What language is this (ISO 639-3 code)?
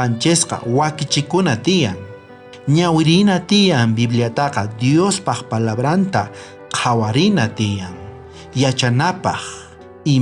quh